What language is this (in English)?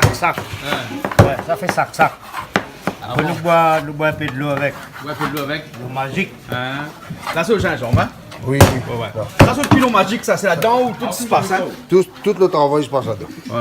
Réunion Creole French